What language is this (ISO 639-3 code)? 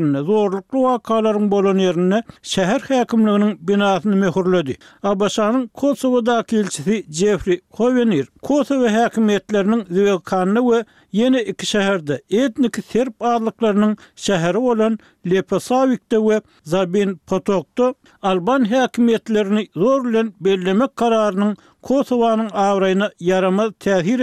tuk